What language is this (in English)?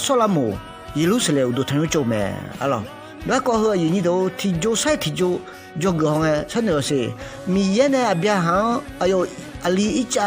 Akha